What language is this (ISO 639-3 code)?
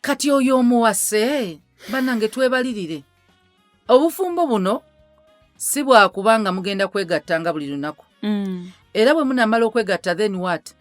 lug